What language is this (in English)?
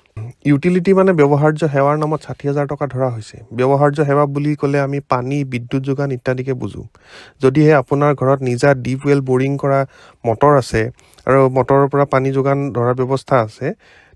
Assamese